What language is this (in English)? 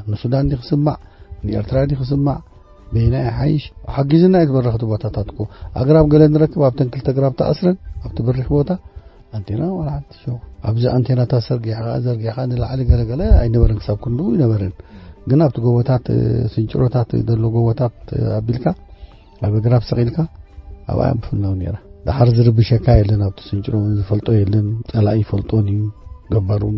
Tigrinya